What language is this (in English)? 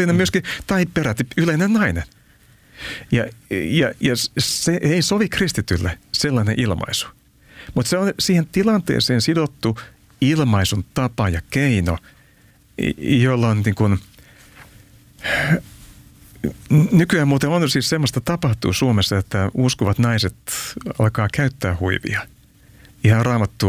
Finnish